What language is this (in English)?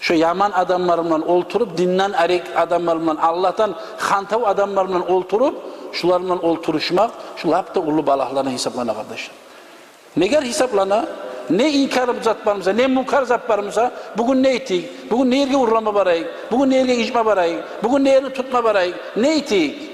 Kumyk